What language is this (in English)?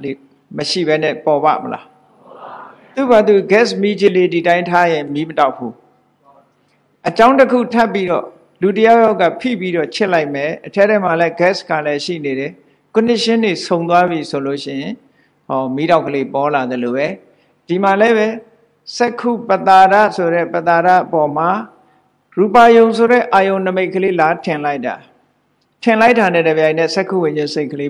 Burmese